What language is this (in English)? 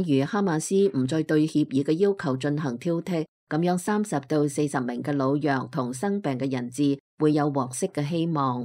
Cantonese